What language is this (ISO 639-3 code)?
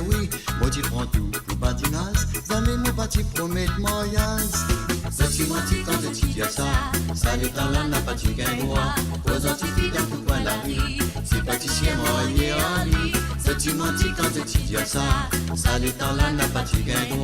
mfe